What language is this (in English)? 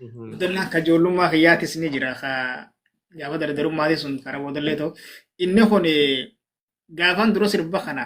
Oromo